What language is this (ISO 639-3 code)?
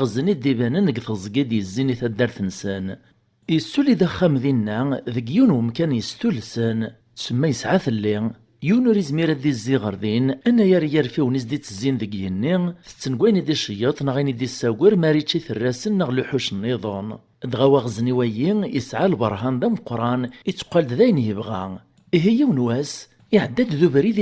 kab